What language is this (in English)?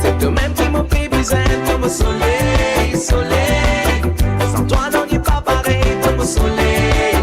Morisyen